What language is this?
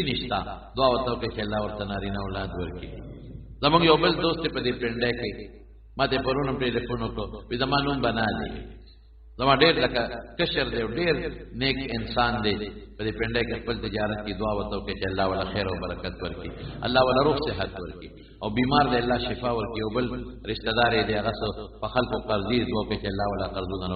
Pashto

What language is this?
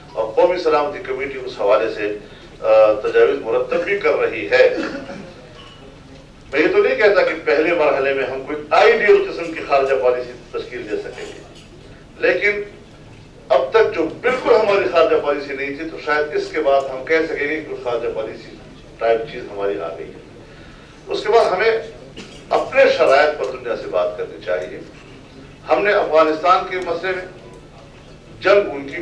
Urdu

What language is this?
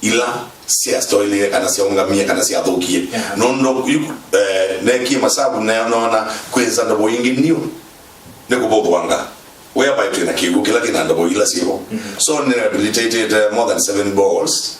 Kamba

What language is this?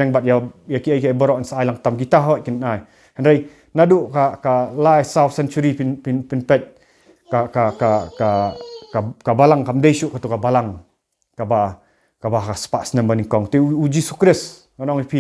Khasi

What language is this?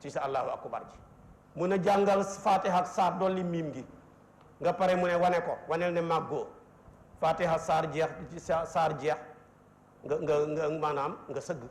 Wolof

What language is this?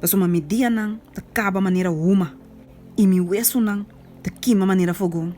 Papiamento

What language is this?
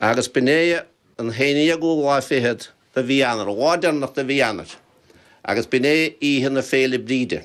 Irish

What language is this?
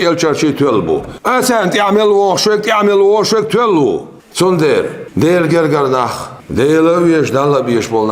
Chechen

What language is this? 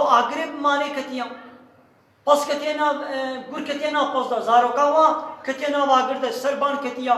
Kurdish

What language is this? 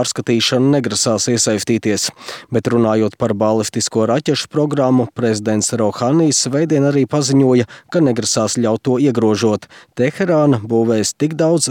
Latvian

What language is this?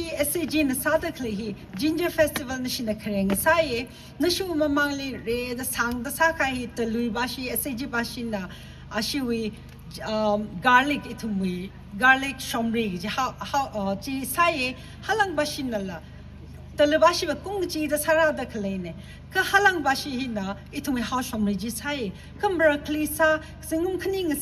Tangkhul Naga (India)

